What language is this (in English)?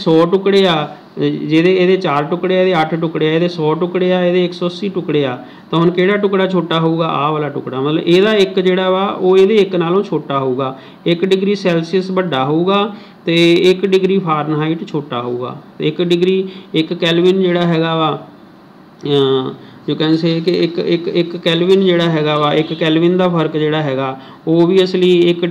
Punjabi